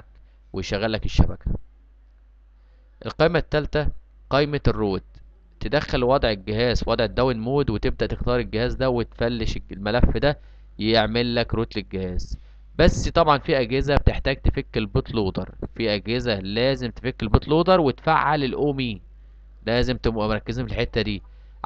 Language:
Egyptian Arabic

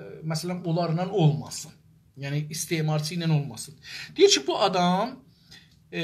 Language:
South Azerbaijani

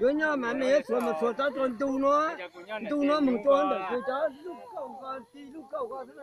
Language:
Hmong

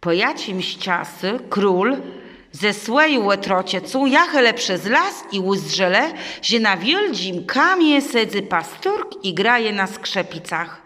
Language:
Kashubian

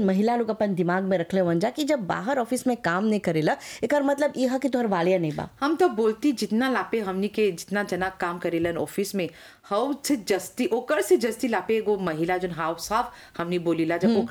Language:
Bhojpuri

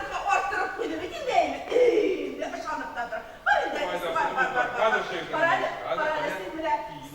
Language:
Tatar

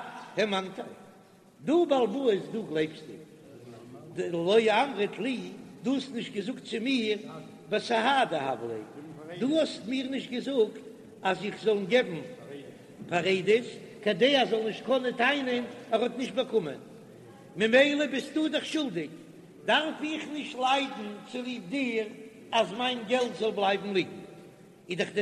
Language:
Yiddish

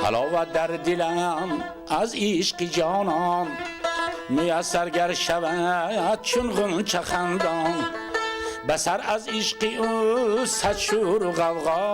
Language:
Tajik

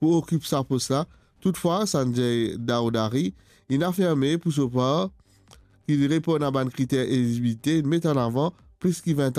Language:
Morisyen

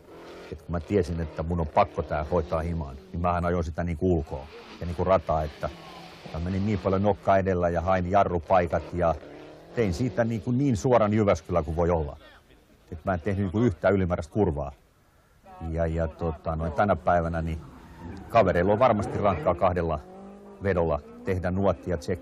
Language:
Finnish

